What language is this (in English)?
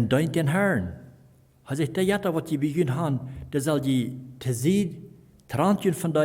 Plautdietsch